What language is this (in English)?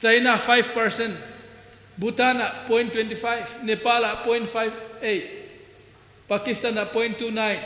Paite Chin